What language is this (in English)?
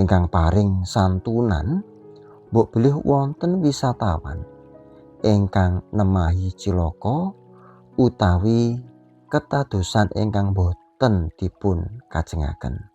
Javanese